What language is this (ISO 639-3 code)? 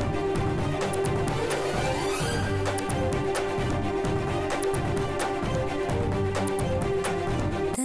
mal